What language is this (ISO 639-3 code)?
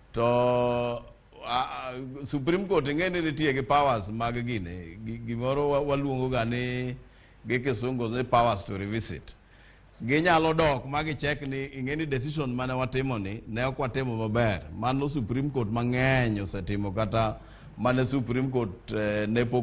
luo